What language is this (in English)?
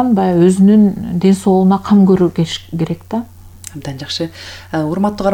Kyrgyz